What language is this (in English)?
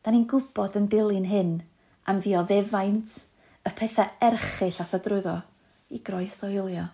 Welsh